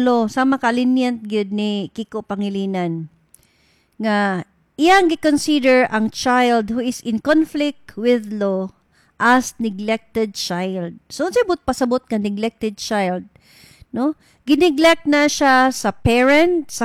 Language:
Cebuano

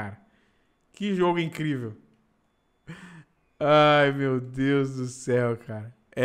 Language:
Portuguese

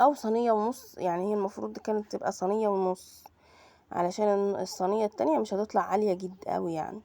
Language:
Egyptian Arabic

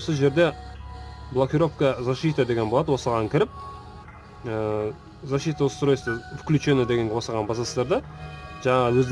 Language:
Kazakh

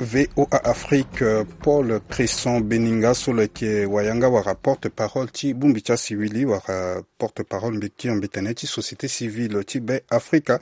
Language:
Sango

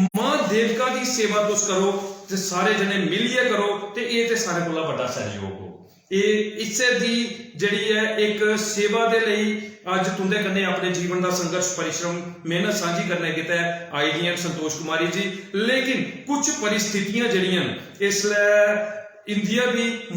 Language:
Dogri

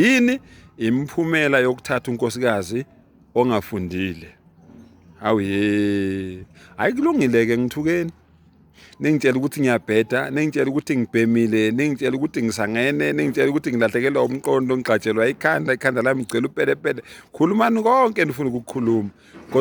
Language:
Zulu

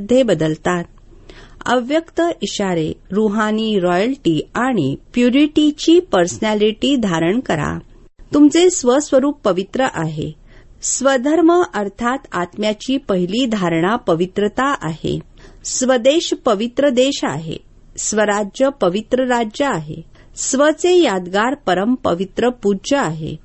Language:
Marathi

